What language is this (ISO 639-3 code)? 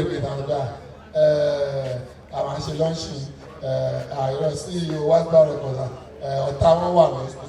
yor